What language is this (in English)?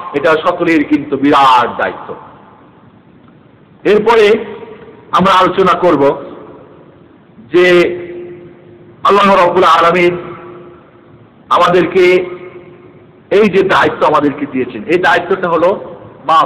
Bangla